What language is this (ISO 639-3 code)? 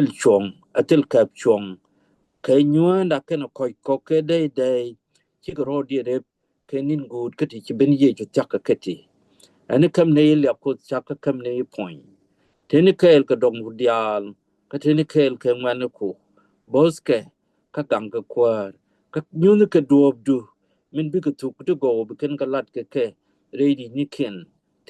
nus